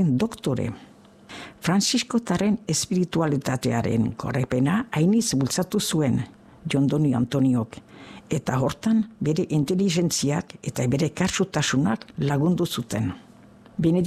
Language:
Basque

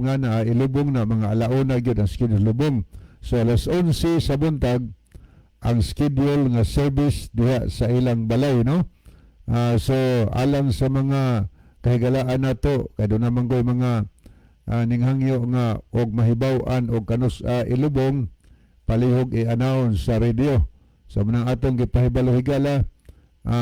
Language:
Cebuano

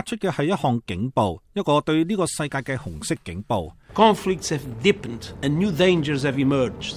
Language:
Cantonese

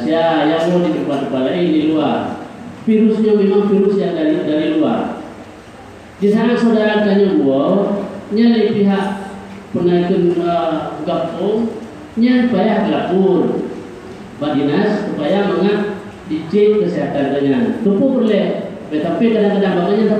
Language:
Achinese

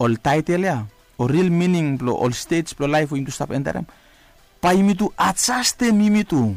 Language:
Bislama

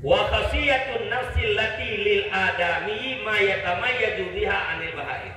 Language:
Achinese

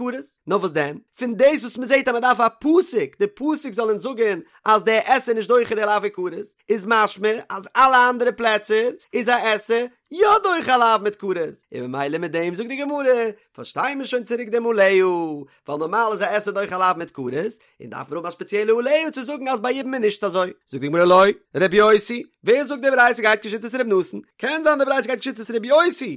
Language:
Yiddish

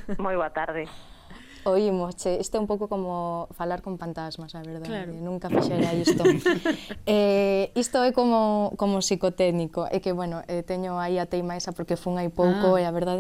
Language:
Galician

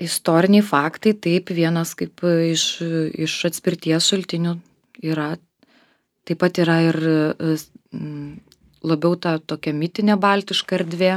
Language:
Lithuanian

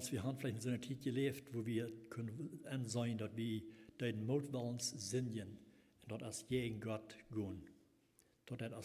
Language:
Plautdietsch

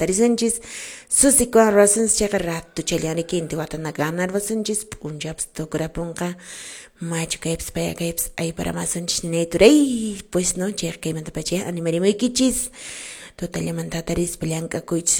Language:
Quechua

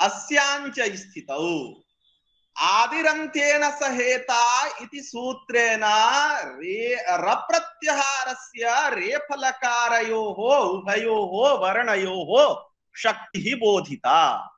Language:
Sanskrit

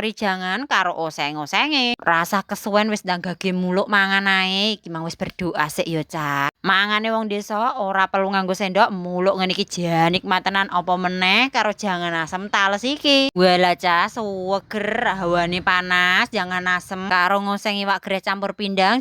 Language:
Javanese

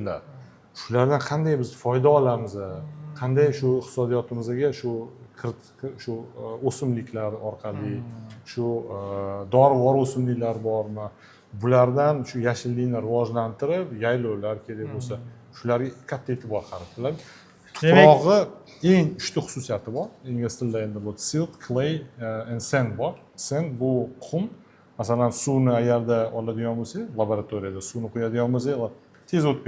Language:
Uzbek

